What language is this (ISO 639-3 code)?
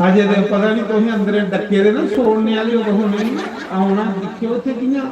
doi